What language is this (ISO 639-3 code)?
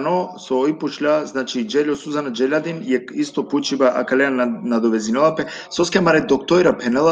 rmn